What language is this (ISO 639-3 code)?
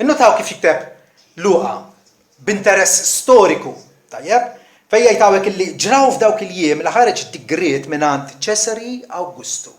mlt